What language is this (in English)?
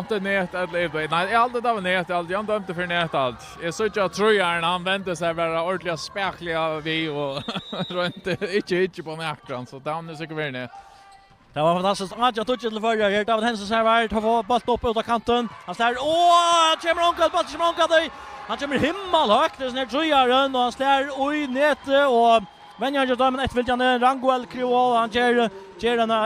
Faroese